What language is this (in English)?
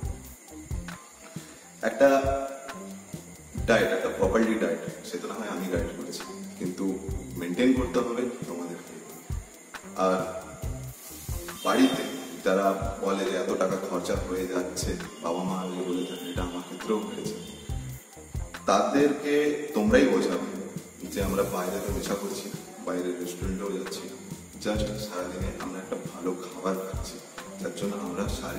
Bangla